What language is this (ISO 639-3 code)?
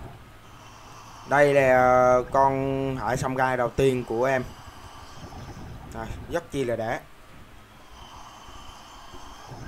vie